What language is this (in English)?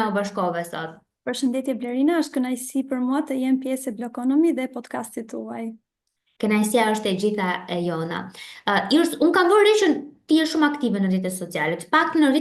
Albanian